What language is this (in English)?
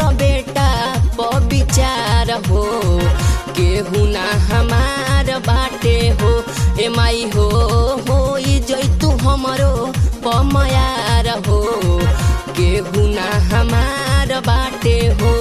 Bhojpuri